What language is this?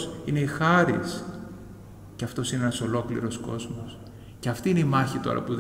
Greek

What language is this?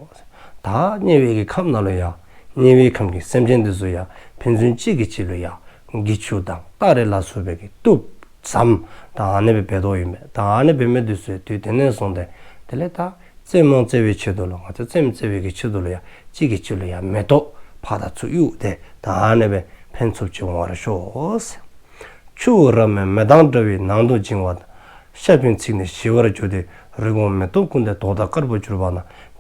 Dzongkha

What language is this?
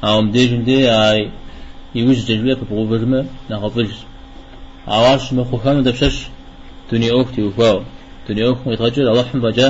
Kabardian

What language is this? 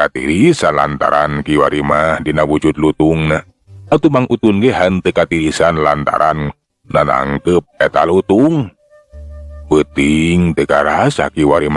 Sundanese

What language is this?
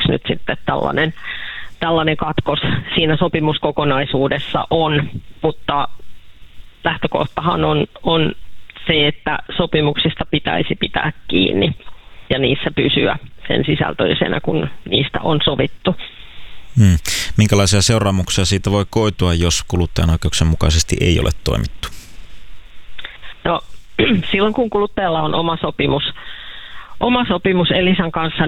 Finnish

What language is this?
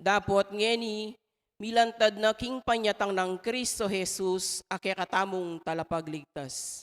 Pampanga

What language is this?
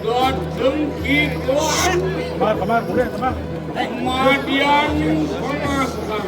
Balinese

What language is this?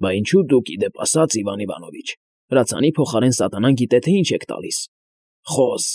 Armenian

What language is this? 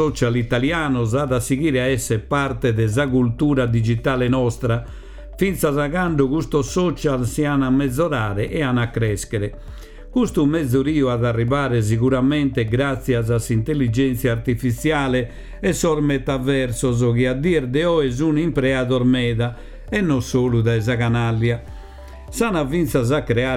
Sardinian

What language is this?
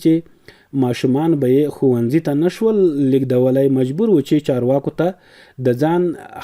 Pashto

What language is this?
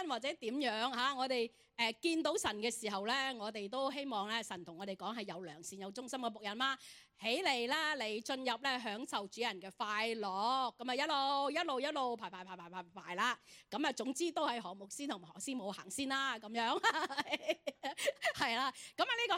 Cantonese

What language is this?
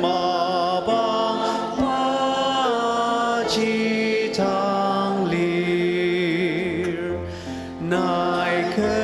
Ao Naga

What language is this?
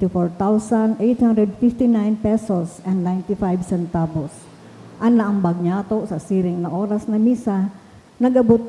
Bikol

